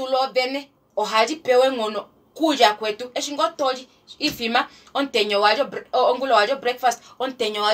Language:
Kuanyama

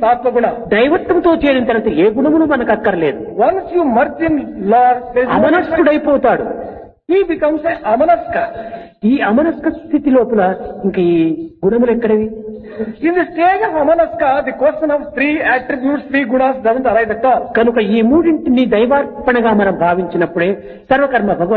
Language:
Telugu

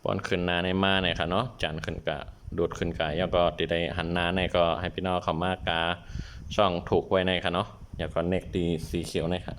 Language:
Shan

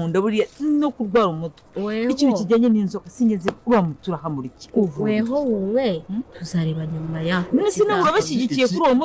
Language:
Kinyarwanda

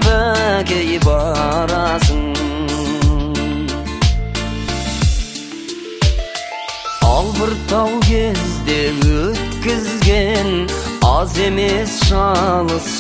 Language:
Kazakh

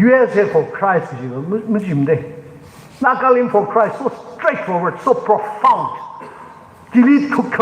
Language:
Tangkhul Naga (India)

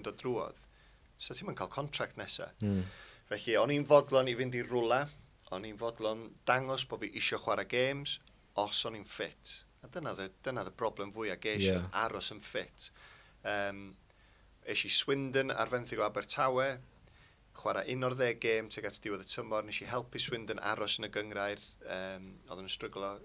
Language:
Welsh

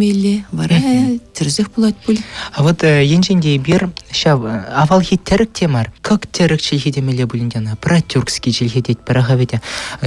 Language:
Chuvash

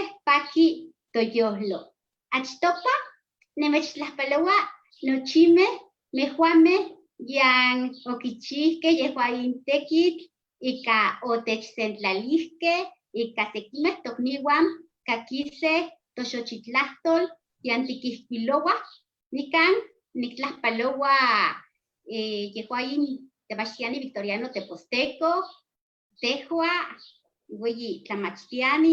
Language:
Eastern Huasteca Nahuatl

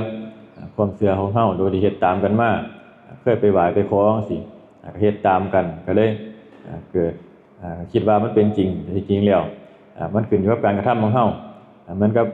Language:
Northeastern Thai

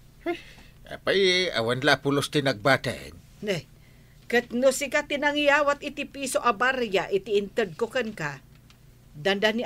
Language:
Iloko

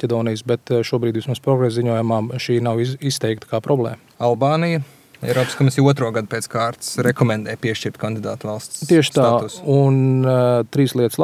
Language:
Latvian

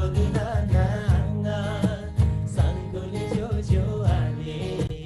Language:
Eastern Tamang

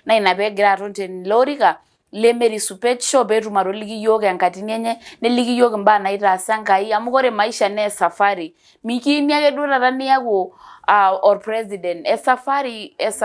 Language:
Masai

